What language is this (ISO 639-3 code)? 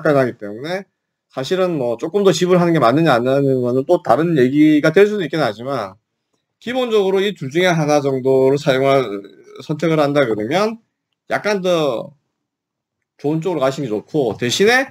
kor